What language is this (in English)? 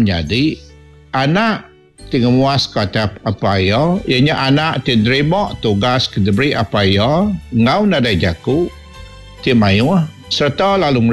Iban